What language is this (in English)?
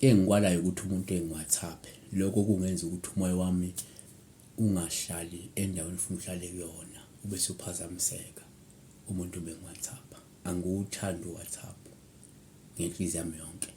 Zulu